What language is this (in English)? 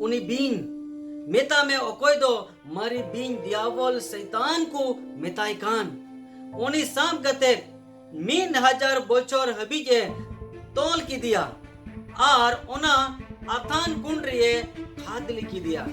Santali